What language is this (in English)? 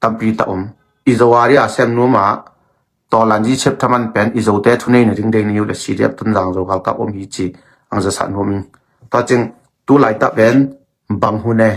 Tedim Chin